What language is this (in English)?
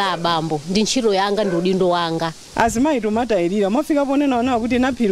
Nyanja